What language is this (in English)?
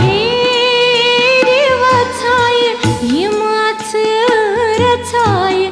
Kashmiri